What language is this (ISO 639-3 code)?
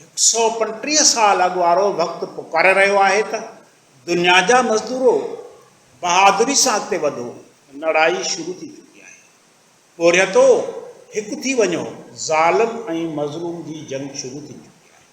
snd